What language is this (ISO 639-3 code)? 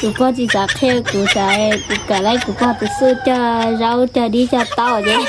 hmn